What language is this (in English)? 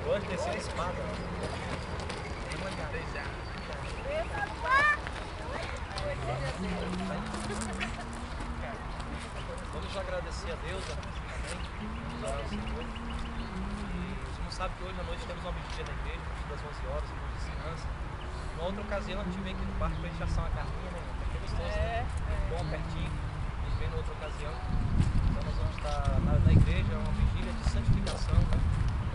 Portuguese